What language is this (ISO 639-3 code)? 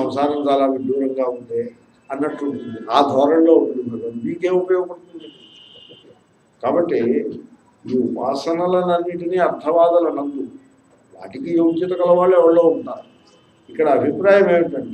tel